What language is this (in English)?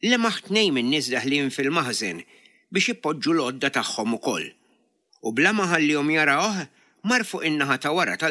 Maltese